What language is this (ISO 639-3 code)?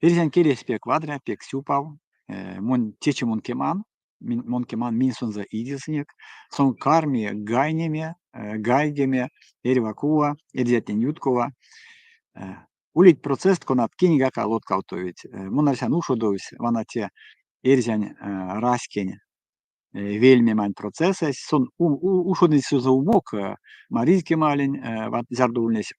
myv